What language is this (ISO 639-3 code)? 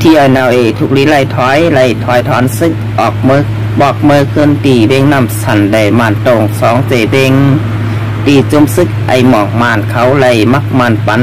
shn